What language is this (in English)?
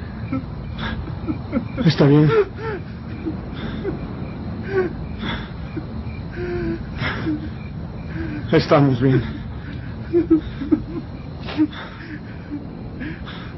Spanish